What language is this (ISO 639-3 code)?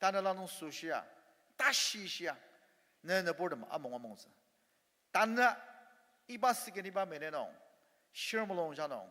njo